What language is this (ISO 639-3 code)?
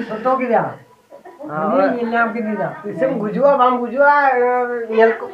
sat